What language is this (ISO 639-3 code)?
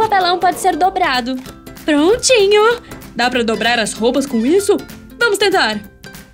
por